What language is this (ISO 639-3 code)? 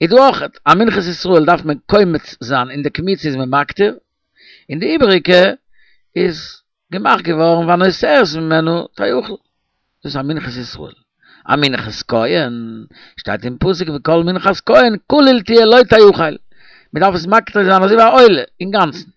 yid